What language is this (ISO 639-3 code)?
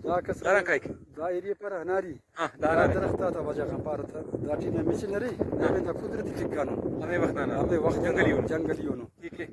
brh